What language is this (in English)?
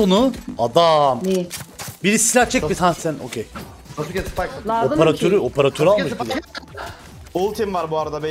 Turkish